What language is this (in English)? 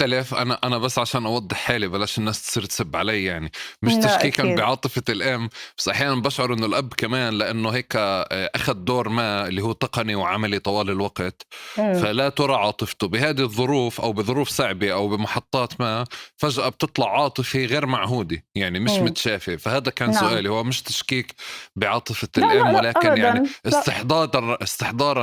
North Levantine Arabic